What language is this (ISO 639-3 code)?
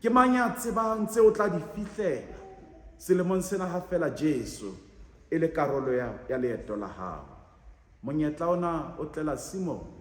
sot